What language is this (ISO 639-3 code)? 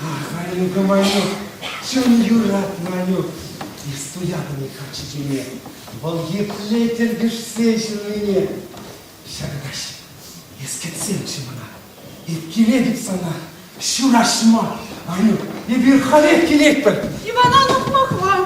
chv